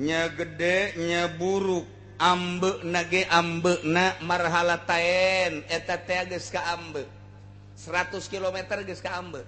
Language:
Sundanese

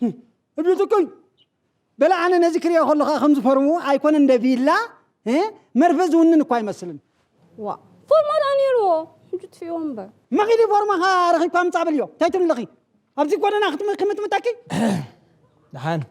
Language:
Tigrinya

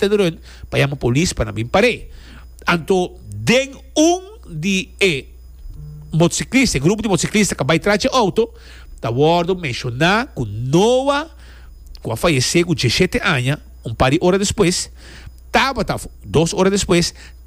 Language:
Papiamento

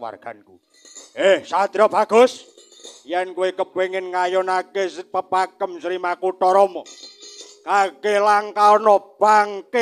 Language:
Javanese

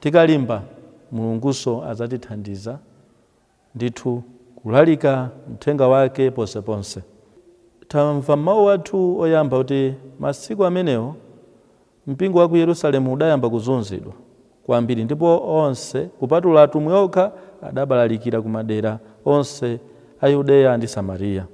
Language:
Nyanja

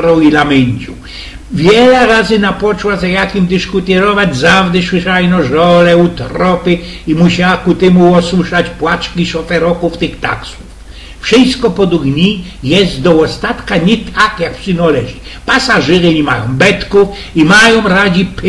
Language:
Silesian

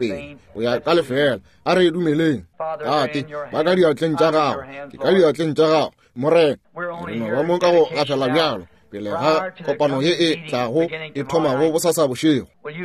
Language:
Northern Sotho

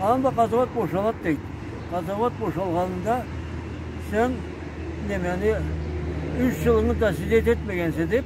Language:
Karachay-Balkar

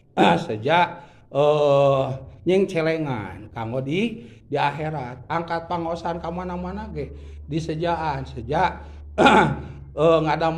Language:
Sundanese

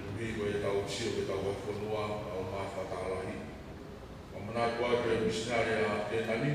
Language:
Tongan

